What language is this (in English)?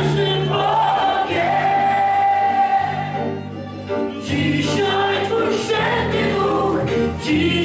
Polish